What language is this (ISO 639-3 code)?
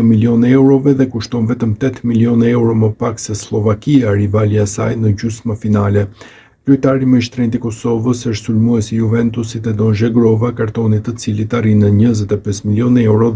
sqi